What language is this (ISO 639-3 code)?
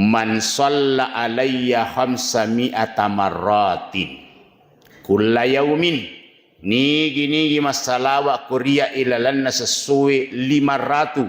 bug